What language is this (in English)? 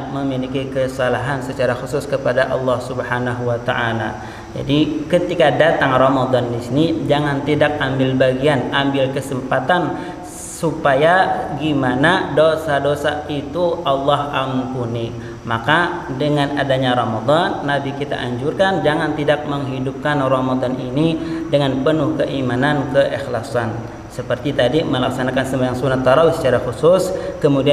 Banjar